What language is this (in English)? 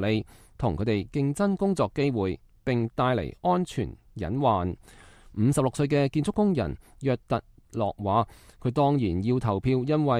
Cantonese